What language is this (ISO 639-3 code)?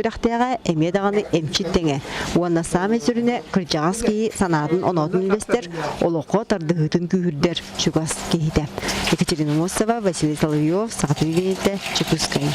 sah